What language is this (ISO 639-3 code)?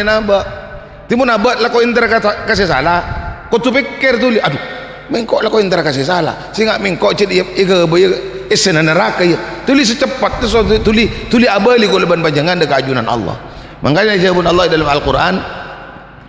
mad